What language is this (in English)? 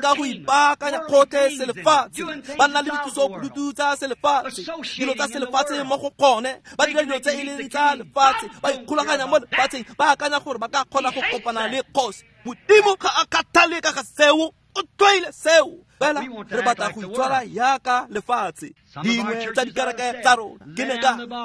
Tswana